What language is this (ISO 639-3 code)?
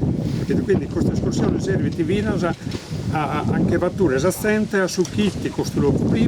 srd